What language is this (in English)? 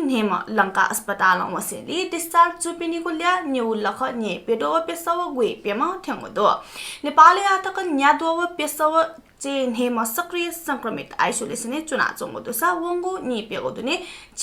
Newari